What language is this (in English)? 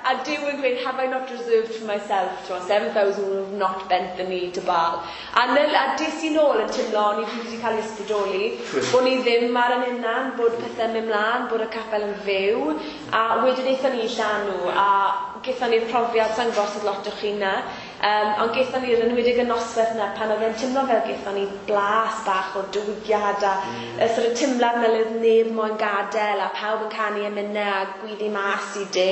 Welsh